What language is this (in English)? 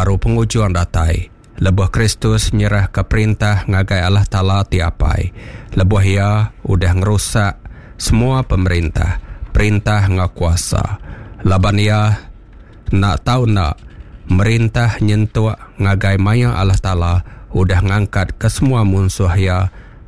Iban